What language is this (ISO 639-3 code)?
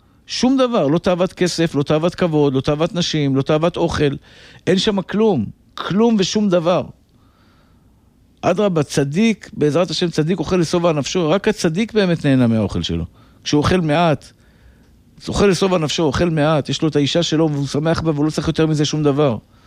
heb